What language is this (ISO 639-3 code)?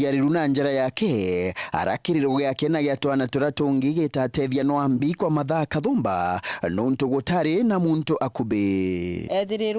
mer